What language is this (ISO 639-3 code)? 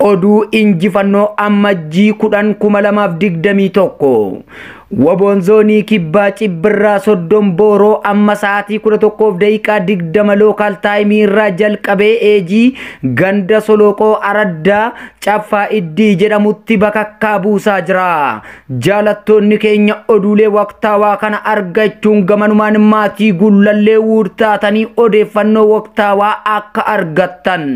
orm